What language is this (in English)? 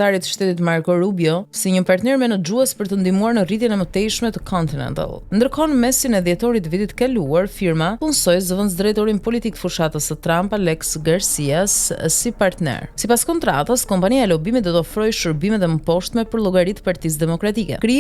Albanian